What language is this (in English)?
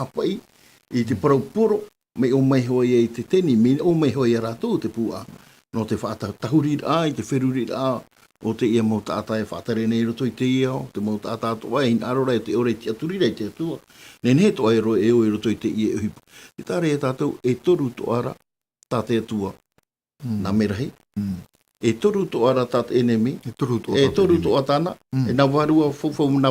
Tahitian